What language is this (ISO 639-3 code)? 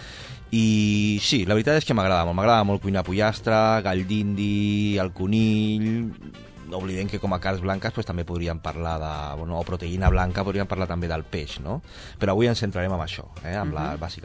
cat